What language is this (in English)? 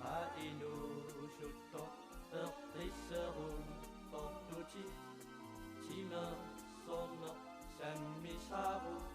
Kalaallisut